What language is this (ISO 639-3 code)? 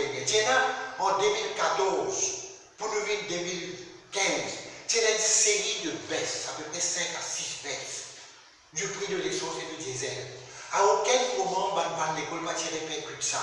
mfe